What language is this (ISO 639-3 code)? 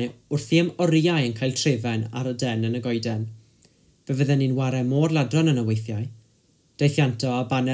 cym